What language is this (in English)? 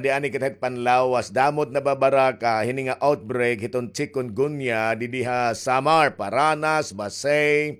Waray